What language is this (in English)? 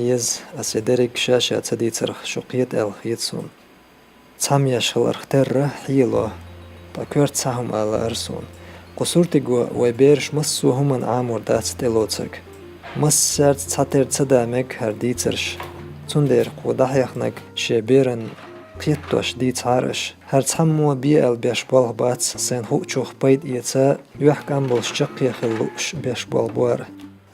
Chechen